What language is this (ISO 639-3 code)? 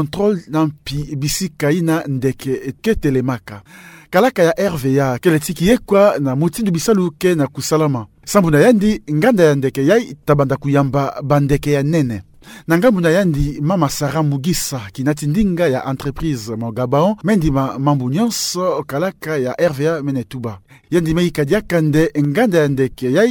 ktu